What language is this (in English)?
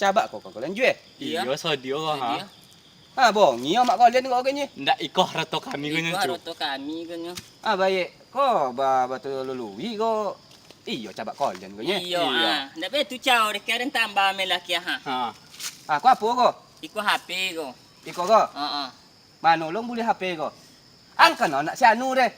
Minangkabau